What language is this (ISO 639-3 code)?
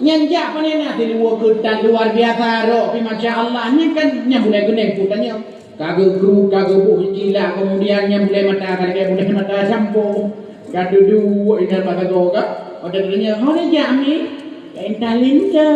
ace